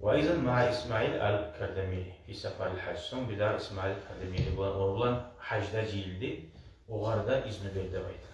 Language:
Kumyk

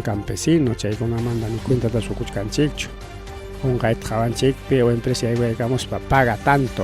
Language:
Ayacucho Quechua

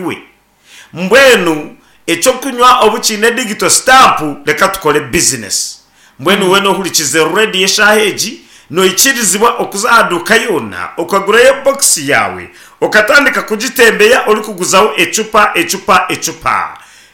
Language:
Nyankole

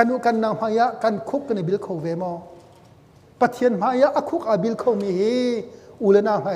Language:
Hakha Chin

